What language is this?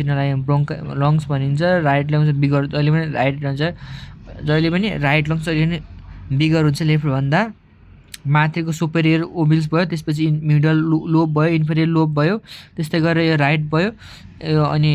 Nepali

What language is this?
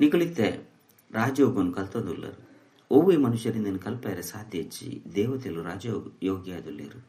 Tulu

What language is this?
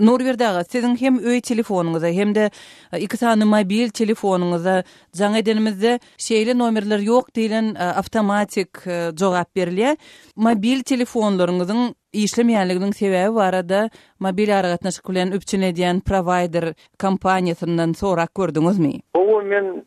Turkmen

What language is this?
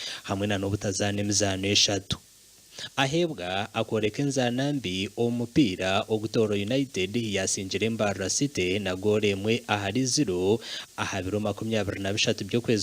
Nyankole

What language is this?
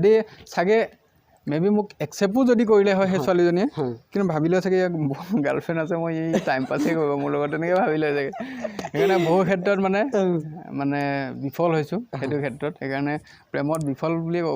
Assamese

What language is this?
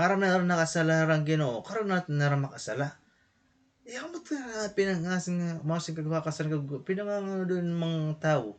Waray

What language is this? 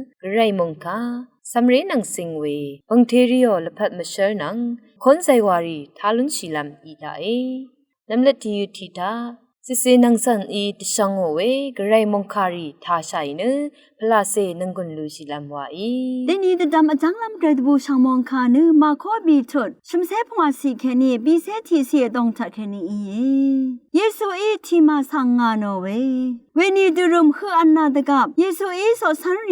Rawang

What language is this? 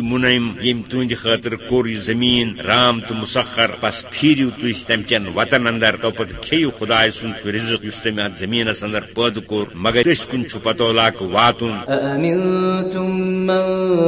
Kashmiri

